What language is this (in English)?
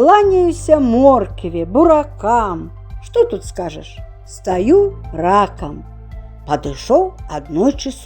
Belarusian